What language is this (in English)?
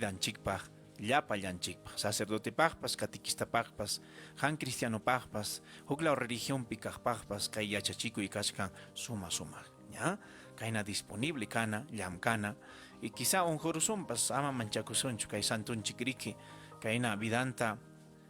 Ayacucho Quechua